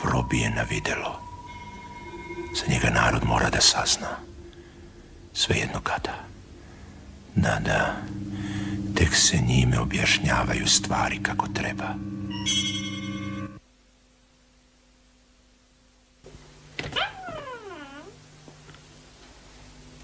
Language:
Serbian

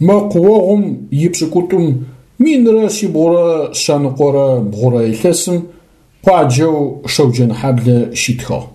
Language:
Adyghe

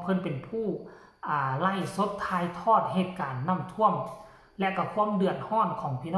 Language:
Northeastern Thai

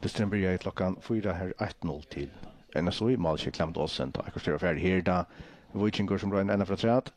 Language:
Faroese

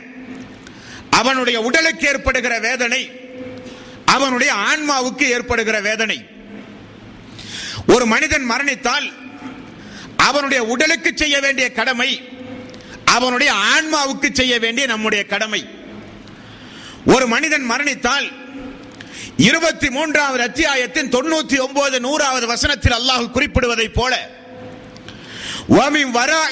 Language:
Tamil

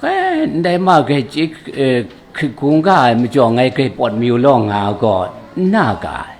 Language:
Kachin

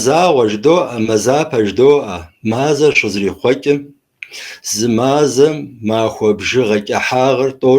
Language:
Kabardian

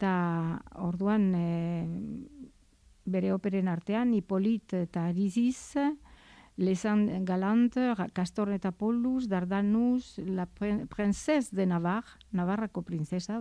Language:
Basque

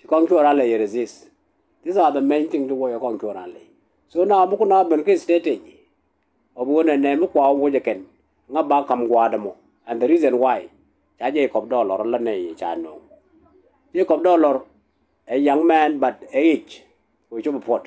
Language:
Nuer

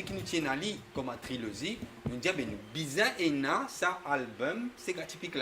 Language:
Morisyen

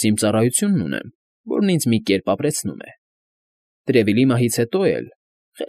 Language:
Armenian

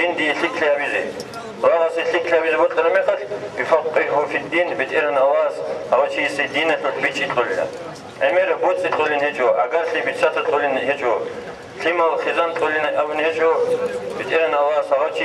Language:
Avaric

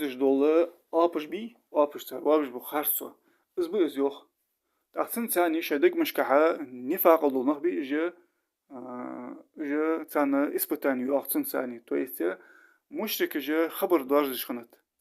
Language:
Ingush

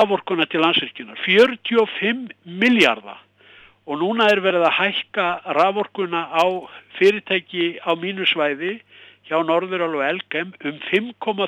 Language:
Icelandic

